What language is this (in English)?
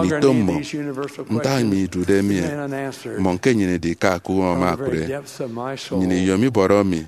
Efik